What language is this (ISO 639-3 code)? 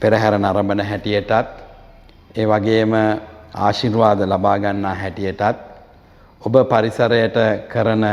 sin